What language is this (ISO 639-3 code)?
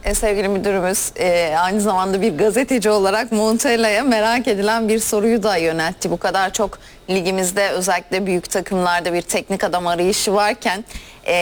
tur